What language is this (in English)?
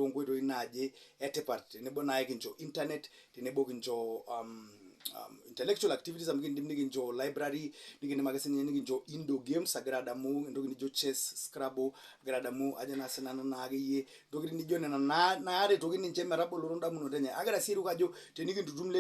Masai